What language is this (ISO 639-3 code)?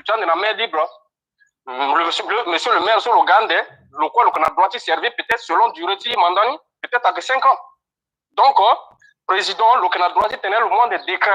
sag